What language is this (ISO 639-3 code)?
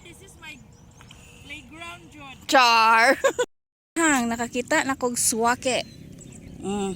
ceb